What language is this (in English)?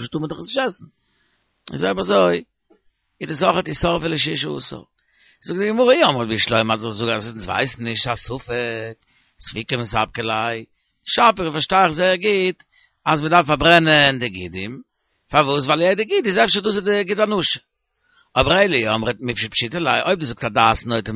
Yiddish